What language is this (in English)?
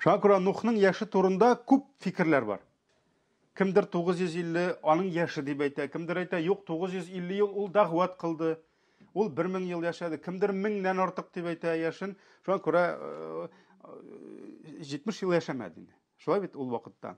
Tatar